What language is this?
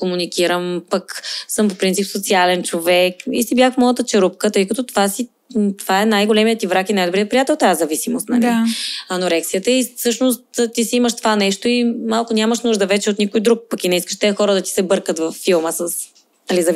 Bulgarian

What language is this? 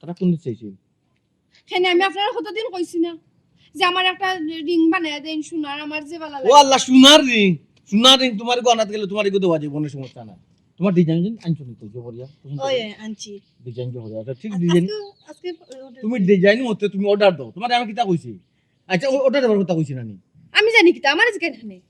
Sylheti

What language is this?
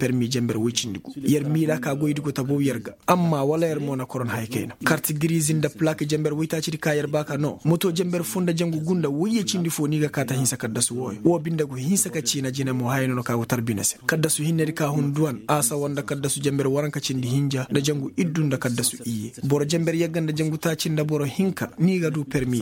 Koyraboro Senni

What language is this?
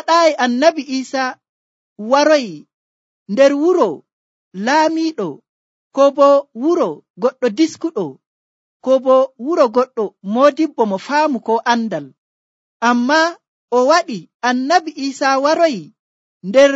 Nigerian Fulfulde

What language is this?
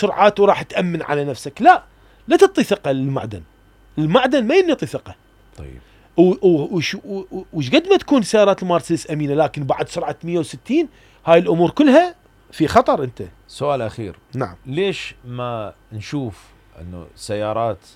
Mesopotamian Arabic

